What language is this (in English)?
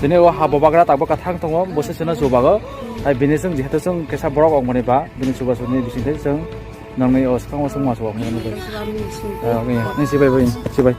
Kok Borok